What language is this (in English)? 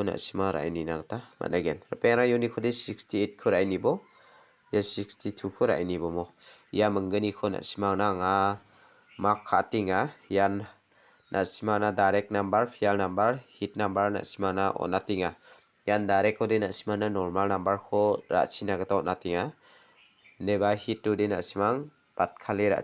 Garo